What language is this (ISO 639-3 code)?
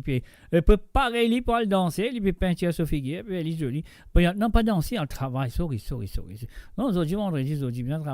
mfe